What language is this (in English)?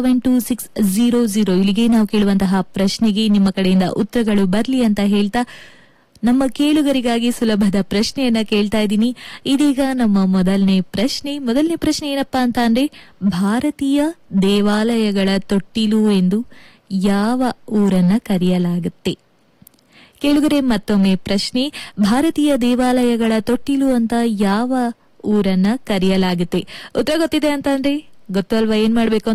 Kannada